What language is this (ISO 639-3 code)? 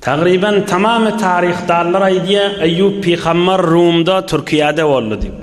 tuk